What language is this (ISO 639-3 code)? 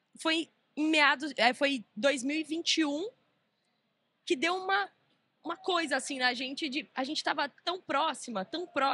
por